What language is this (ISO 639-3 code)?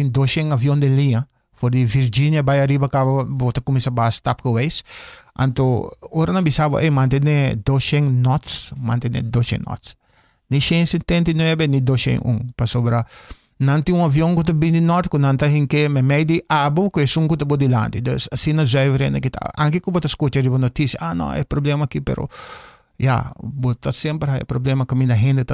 pap